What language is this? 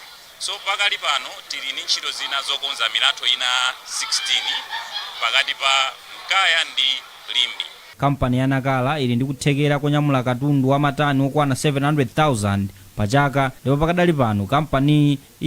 Nyanja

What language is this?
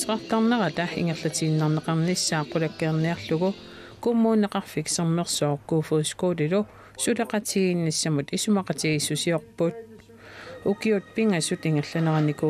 Kalaallisut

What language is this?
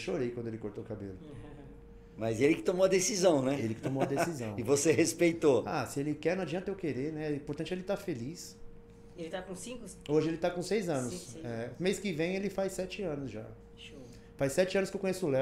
Portuguese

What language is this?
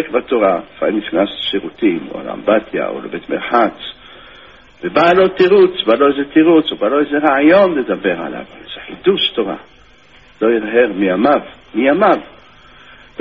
Hebrew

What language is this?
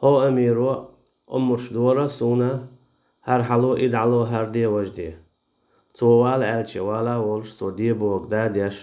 Chechen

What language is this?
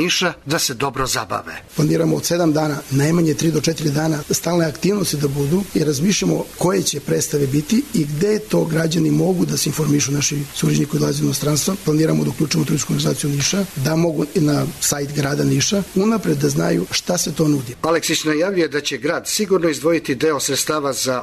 Serbian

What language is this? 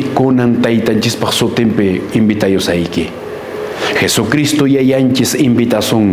Quechua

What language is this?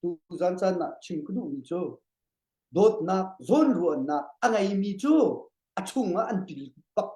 Hakha Chin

